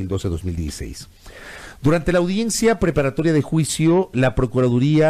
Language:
Spanish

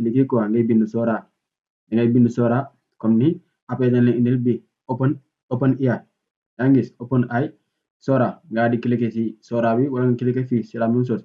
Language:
Wolof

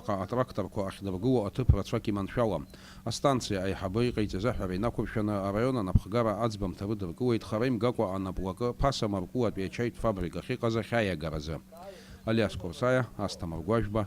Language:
Abkhazian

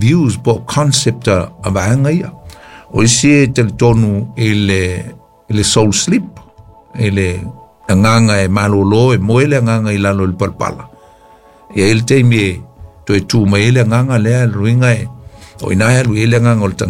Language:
Samoan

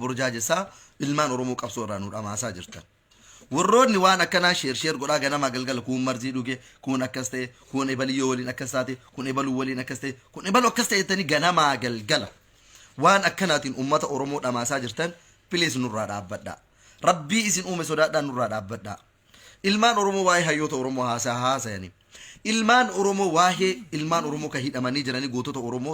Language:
Oromo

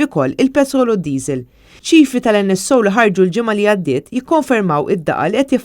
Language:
Maltese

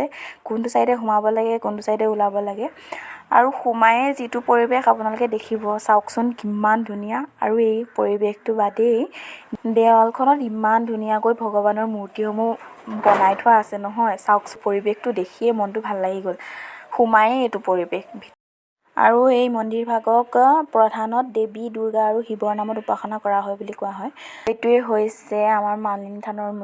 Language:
Assamese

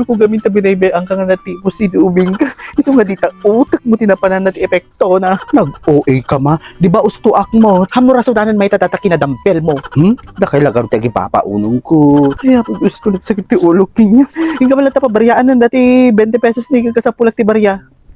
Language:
Iloko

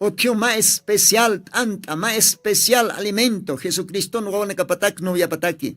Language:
Aymara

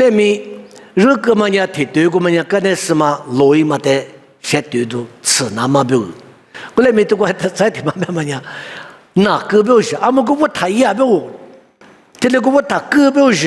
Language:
Lisu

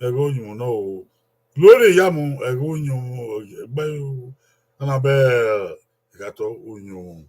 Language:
Bini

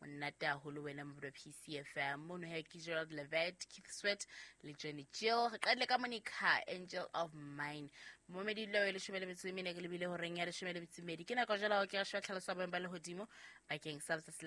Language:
Southern Sotho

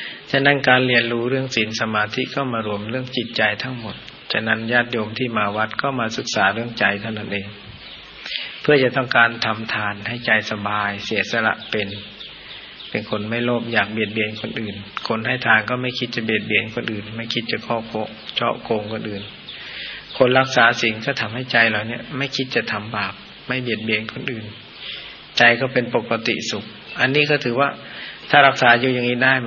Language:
Thai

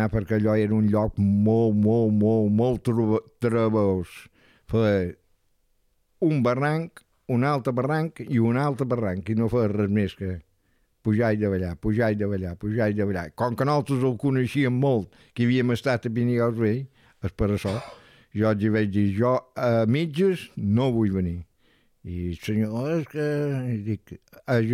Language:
Catalan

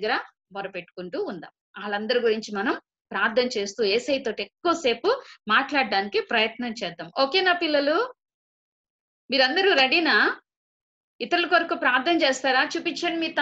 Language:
Telugu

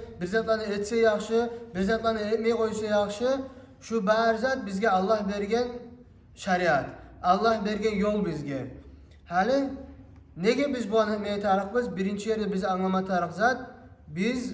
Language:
Kumyk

